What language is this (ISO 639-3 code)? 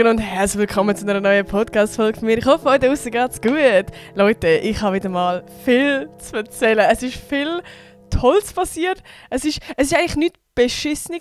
gsw